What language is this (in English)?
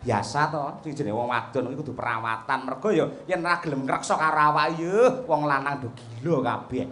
Javanese